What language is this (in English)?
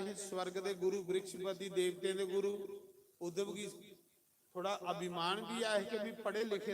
Dogri